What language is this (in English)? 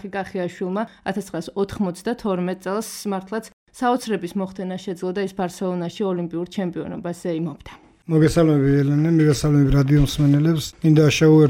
Georgian